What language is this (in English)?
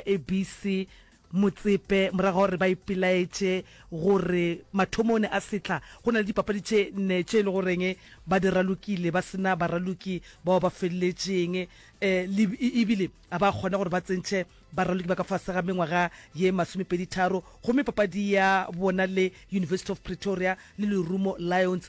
Northern Sotho